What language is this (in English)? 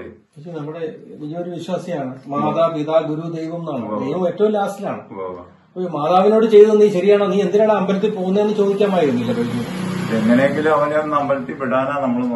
Malayalam